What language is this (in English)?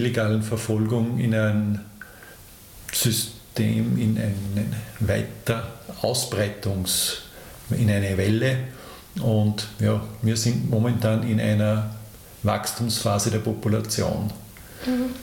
German